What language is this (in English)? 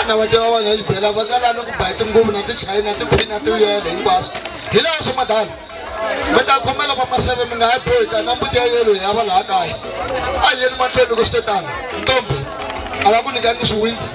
Tsonga